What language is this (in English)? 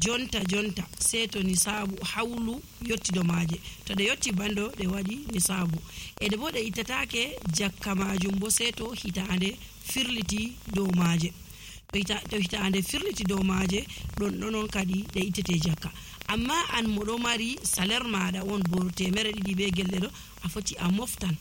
Nigerian Fulfulde